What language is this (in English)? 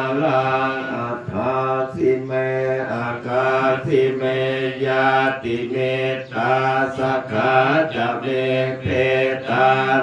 Pali